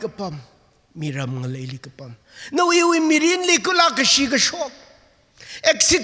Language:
Tangkhul Naga (India)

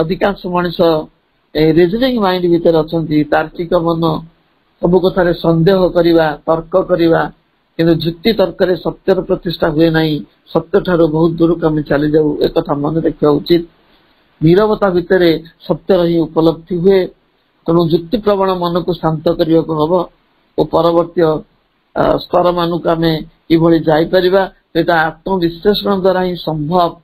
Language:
Odia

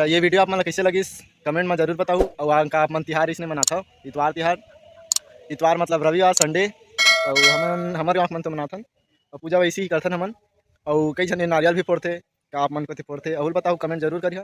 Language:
Chhattisgarhi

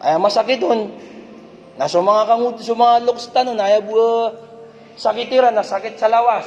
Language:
Maranao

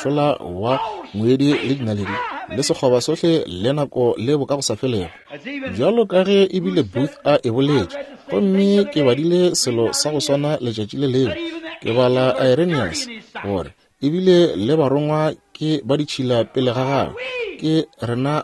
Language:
Northern Sotho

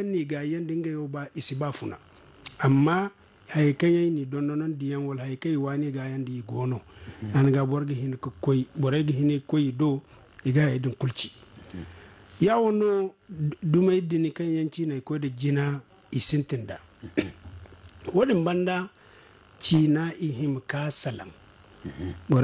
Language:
Zarma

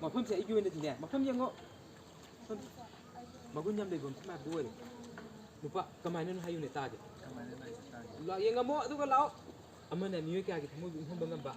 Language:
Manipuri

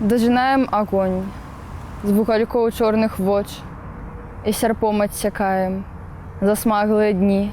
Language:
Belarusian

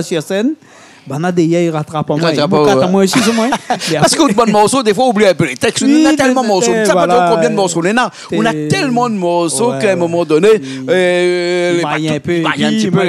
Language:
Réunion Creole French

